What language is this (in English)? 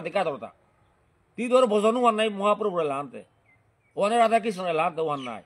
Bishnupriya